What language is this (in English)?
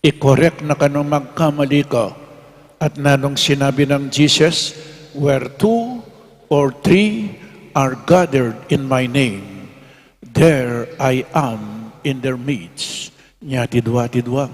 Pampanga